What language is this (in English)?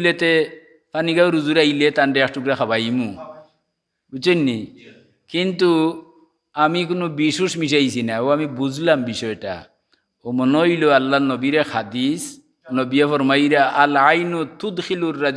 Sylheti